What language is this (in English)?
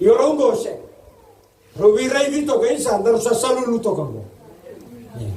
Fijian